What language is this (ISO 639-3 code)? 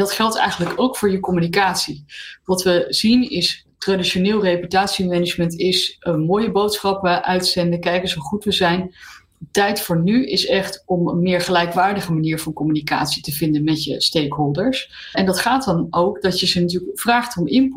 nld